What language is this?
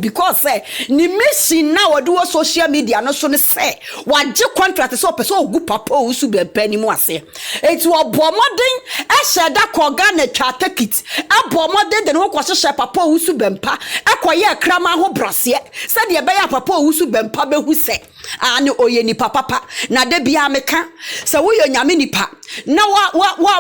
Akan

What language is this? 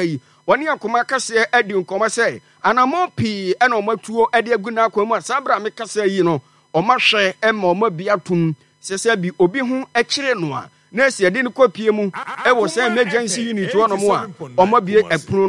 Akan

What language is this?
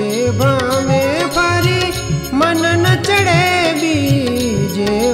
Gujarati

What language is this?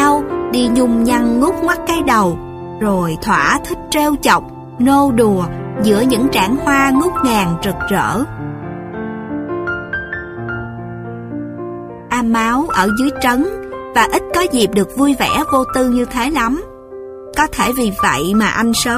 Vietnamese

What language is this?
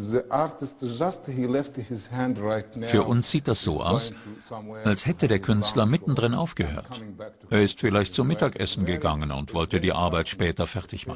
German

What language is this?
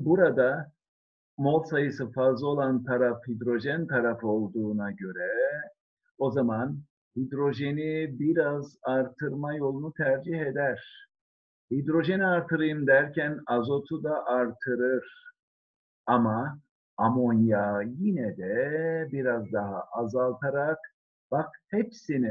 Turkish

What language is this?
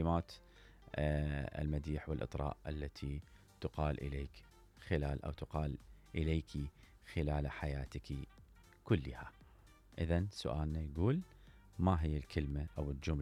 Mesopotamian Arabic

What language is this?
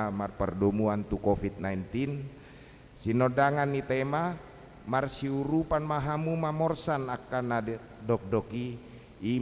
Batak Toba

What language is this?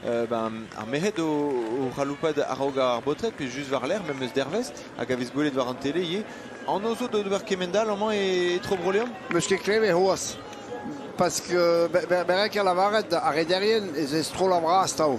Breton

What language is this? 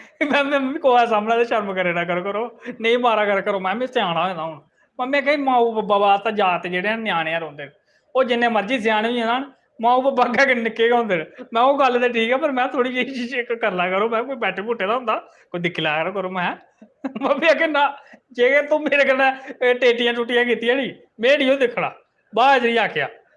Dogri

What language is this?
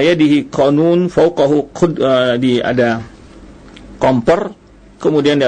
Indonesian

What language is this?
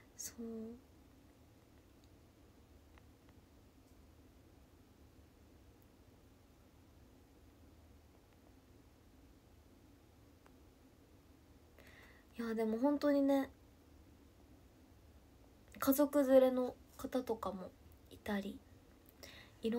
Japanese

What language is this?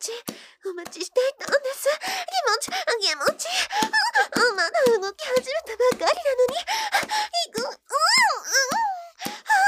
Japanese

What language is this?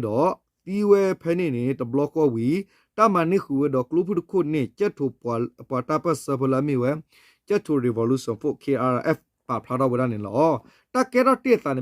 S'gaw Karen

